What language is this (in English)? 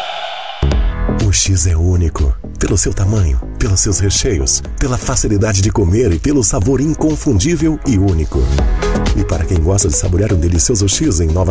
Portuguese